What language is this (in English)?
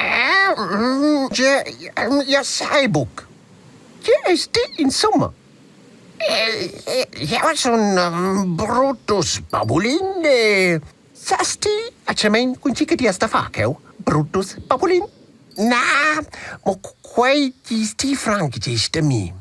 Romansh